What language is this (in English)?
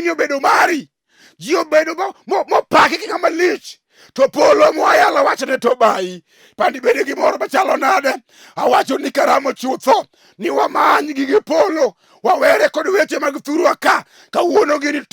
Luo (Kenya and Tanzania)